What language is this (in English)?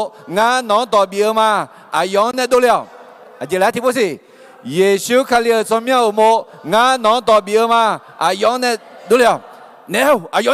Akha